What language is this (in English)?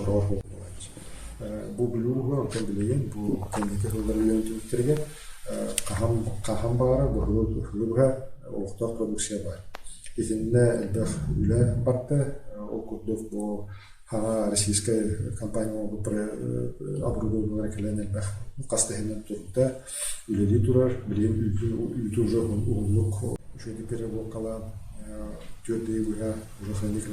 Yakut